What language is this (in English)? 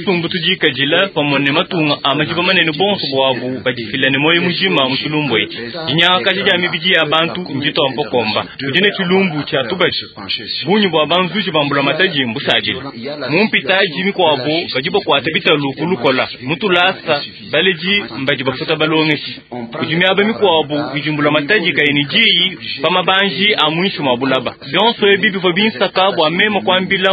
Luba-Lulua